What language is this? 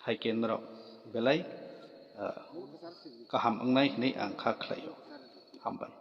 Kok Borok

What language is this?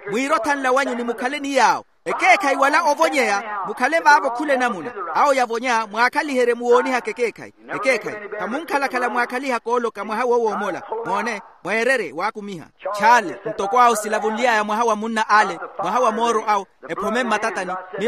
Makhuwa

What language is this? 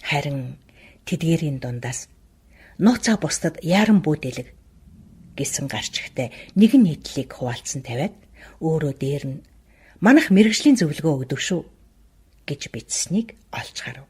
Mongolian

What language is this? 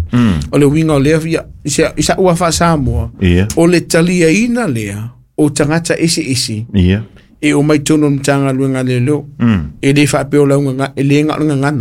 Samoan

